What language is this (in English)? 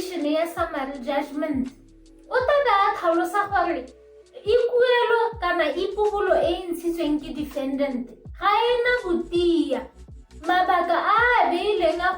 Tswana